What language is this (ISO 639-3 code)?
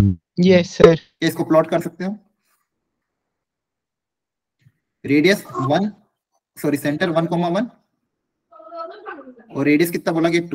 hin